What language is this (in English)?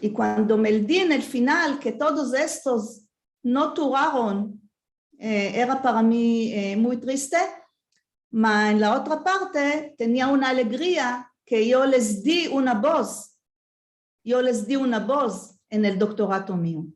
Ladino